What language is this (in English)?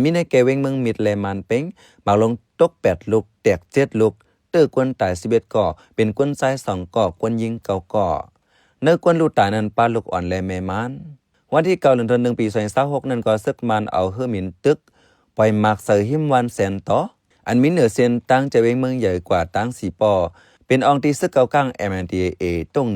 Shan